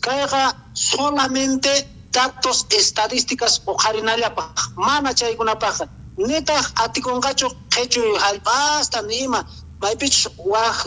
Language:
South Bolivian Quechua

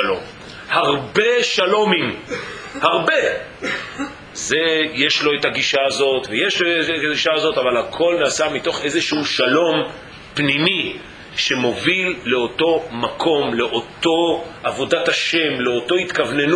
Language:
Hebrew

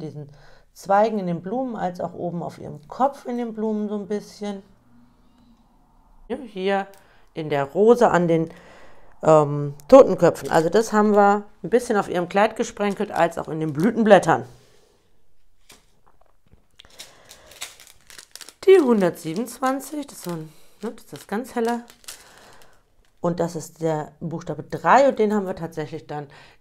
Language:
German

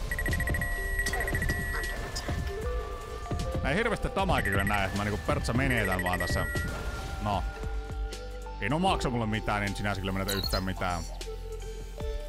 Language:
Finnish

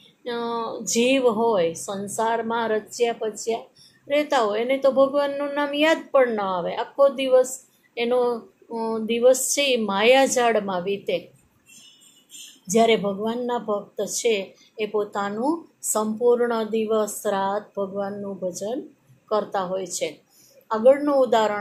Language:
Gujarati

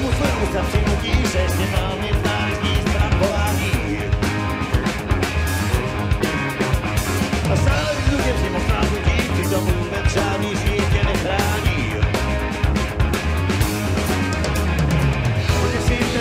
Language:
Czech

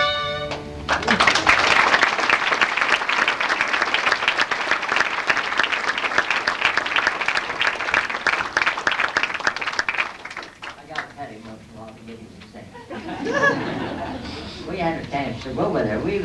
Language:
English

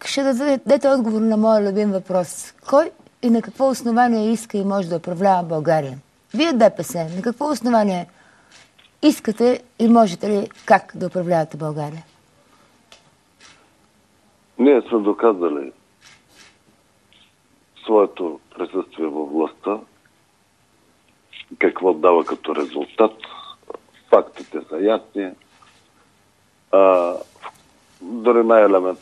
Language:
Bulgarian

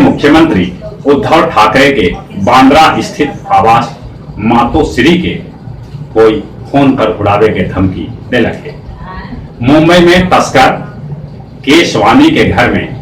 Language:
Magahi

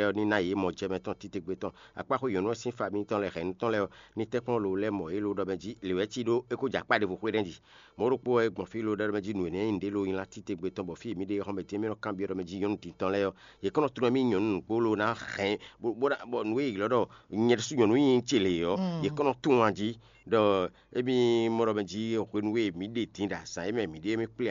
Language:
Fon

